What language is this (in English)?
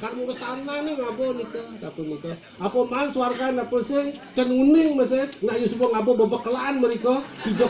Balinese